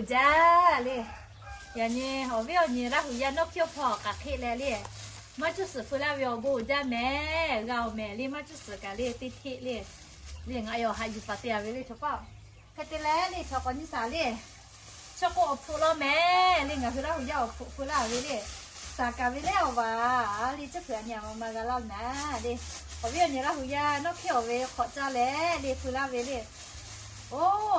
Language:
Lahu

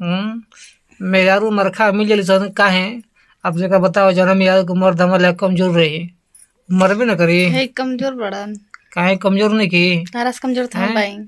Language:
Bhojpuri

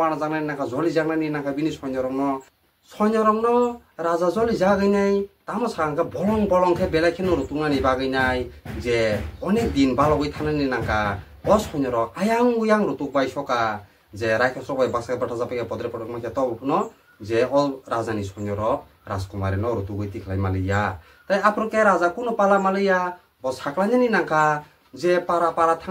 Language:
Kok Borok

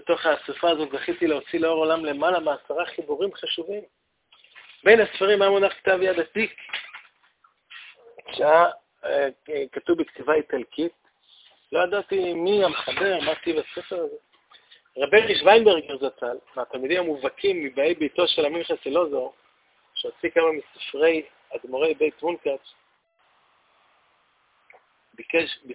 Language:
Hebrew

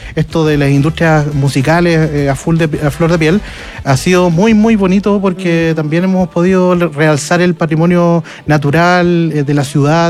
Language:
Spanish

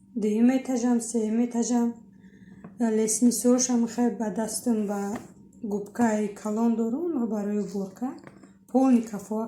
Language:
Tajik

